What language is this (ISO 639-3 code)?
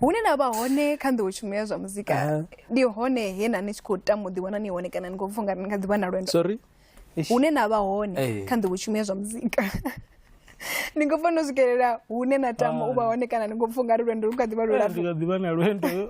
ven